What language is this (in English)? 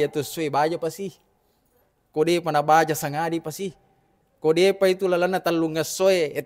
Buginese